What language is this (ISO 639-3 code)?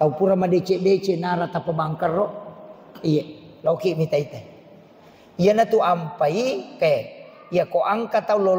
bug